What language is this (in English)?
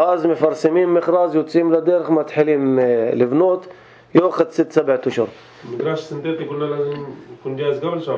North Levantine Arabic